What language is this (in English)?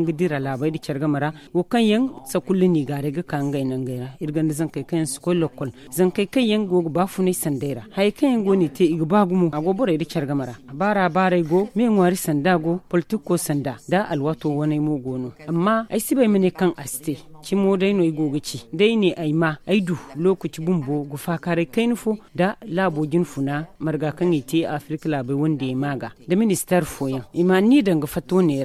Zarma